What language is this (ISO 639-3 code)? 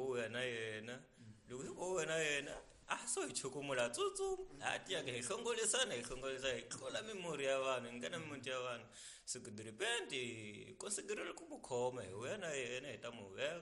tso